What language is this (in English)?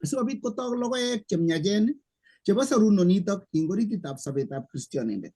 Kalenjin